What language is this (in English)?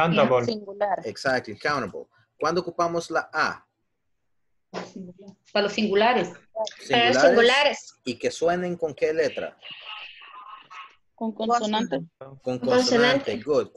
Spanish